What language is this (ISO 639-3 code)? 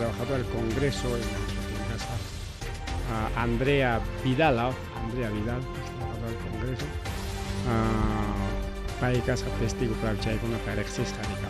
quy